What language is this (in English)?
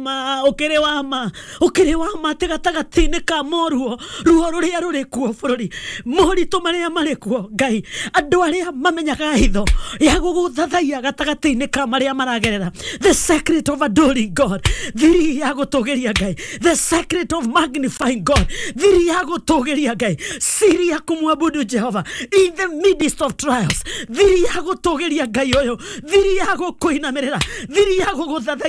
Kikuyu